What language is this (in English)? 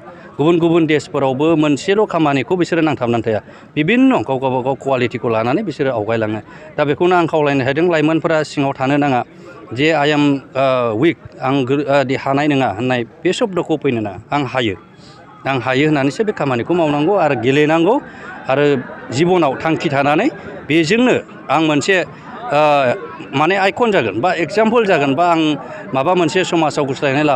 Bodo